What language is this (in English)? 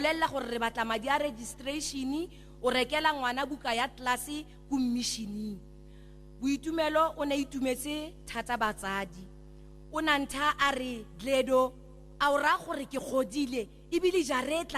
Tswana